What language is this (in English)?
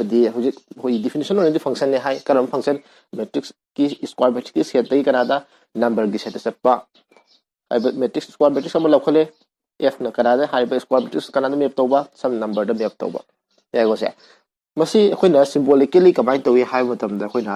Manipuri